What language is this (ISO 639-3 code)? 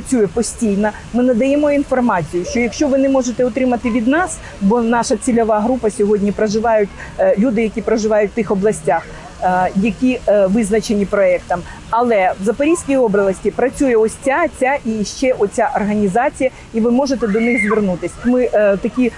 ukr